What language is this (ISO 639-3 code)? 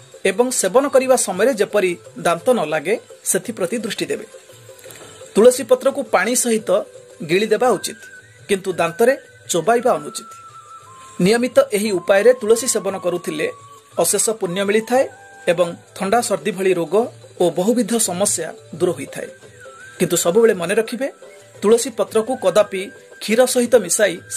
ori